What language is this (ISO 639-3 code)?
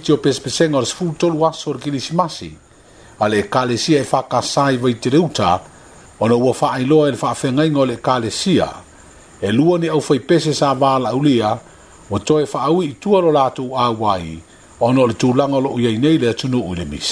smo